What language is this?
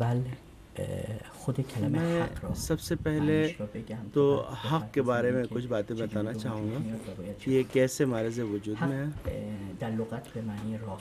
Urdu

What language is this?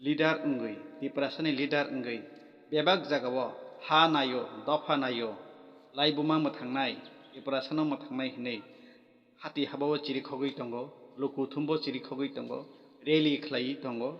Kok Borok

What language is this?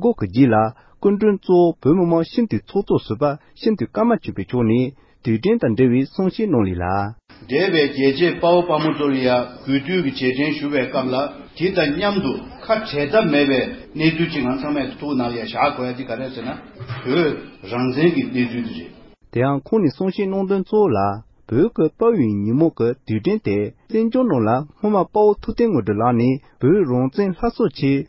Tibetan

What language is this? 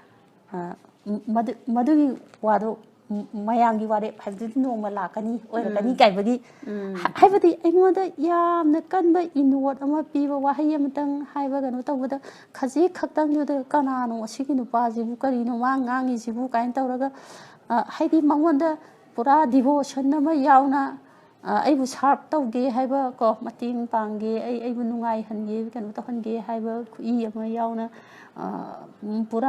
Manipuri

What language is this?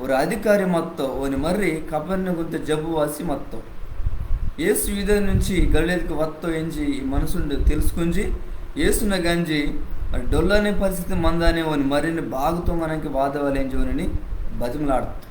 Koya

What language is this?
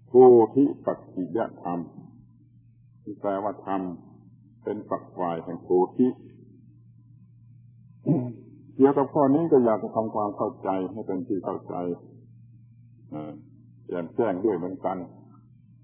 Thai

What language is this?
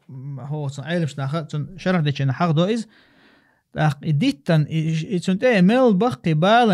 Chechen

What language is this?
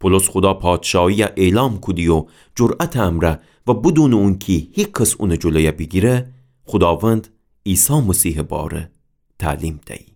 Gilaki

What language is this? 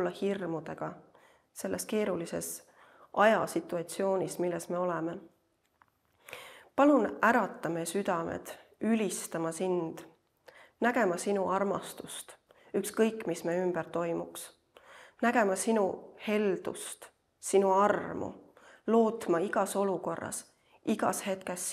Estonian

